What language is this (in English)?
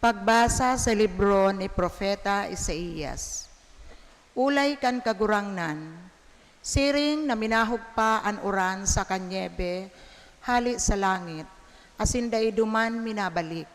Bikol